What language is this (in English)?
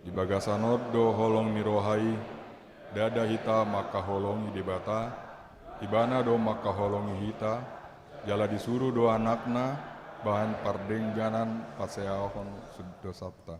Batak Toba